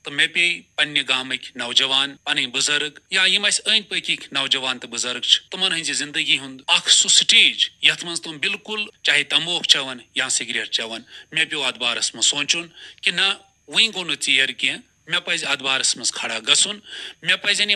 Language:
Kashmiri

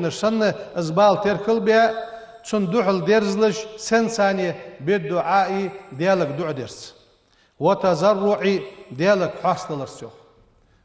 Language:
Ingush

